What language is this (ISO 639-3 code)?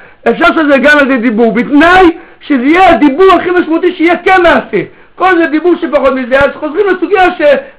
heb